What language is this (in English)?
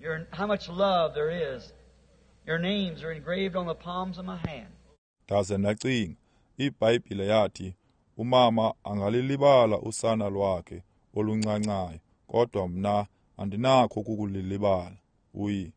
Xhosa